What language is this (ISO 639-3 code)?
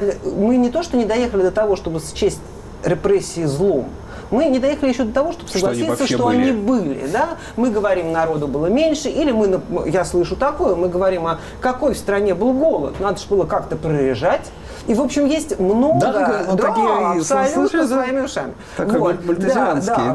rus